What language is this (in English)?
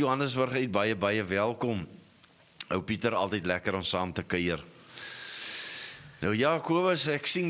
Afrikaans